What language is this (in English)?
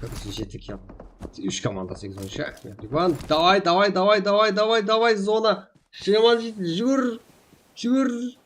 Kara-Kalpak